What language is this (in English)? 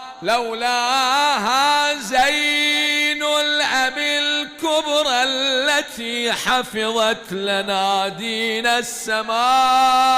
Mesopotamian Arabic